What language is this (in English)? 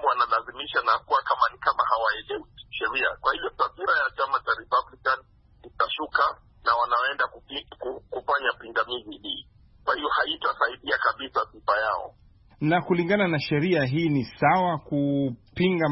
Swahili